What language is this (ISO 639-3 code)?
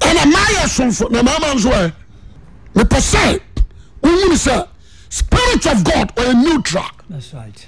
aka